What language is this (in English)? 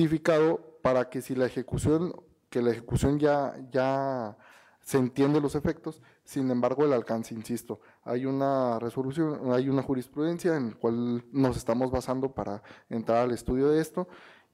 Spanish